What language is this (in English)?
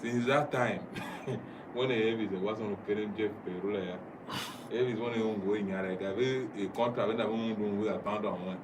Tiv